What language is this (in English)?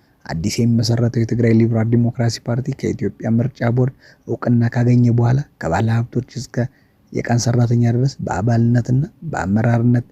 Amharic